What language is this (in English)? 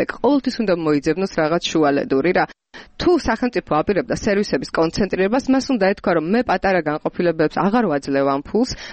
Georgian